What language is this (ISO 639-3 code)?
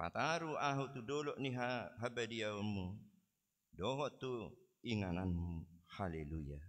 bbc